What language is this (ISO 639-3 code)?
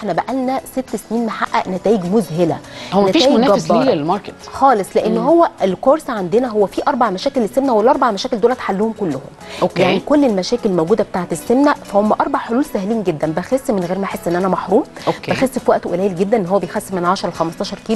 arz